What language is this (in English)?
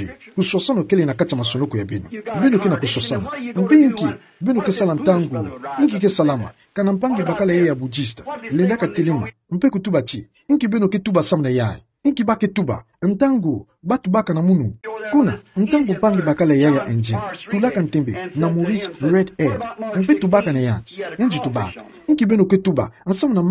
Kituba (Democratic Republic of Congo)